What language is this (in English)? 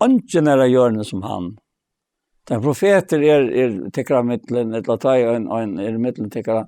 Faroese